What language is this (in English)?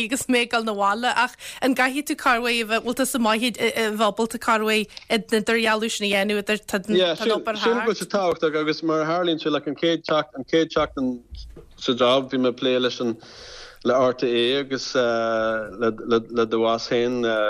Irish